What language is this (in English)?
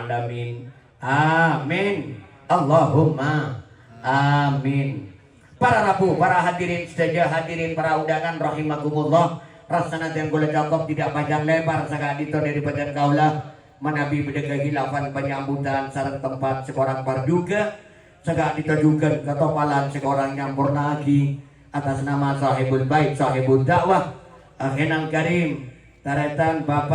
Madurese